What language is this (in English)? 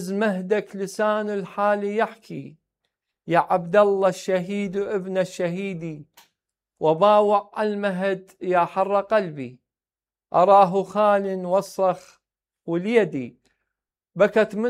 Mesopotamian Arabic